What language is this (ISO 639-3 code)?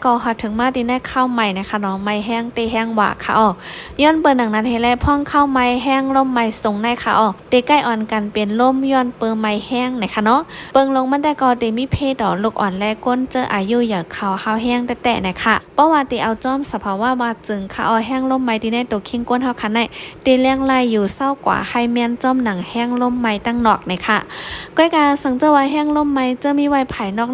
shn